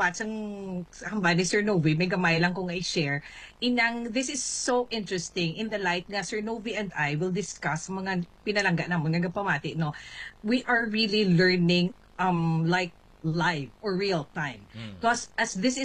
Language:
Hiligaynon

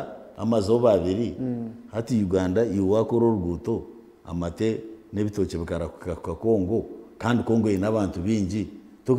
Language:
Nyankole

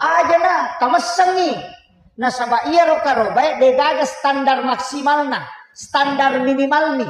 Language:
Buginese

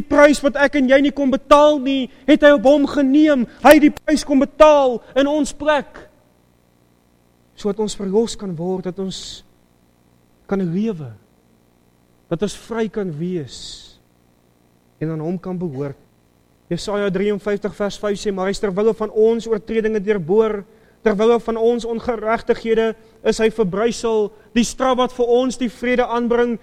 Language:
Afrikaans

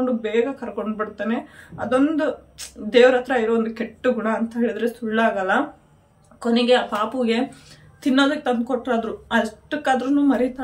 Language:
Kannada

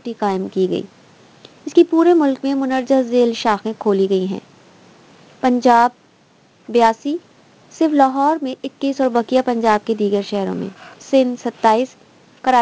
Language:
Urdu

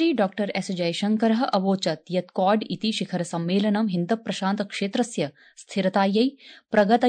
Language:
Sanskrit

